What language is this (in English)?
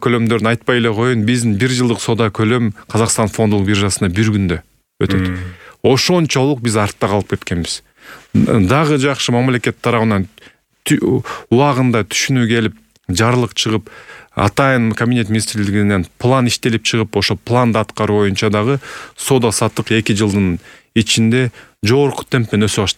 Kyrgyz